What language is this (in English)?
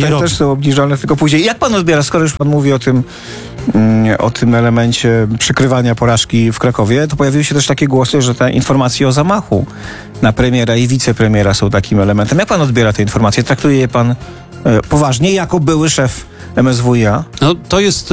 Polish